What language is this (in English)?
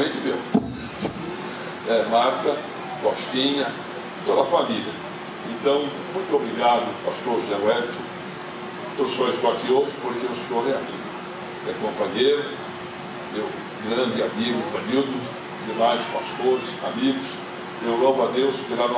Portuguese